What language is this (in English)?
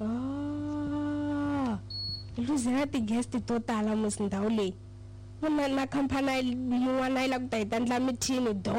Tsonga